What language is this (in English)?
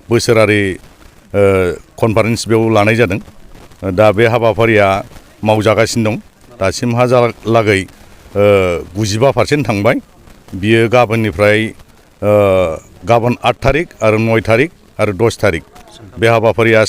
Bodo